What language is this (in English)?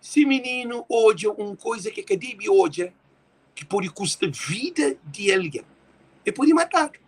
Kabuverdianu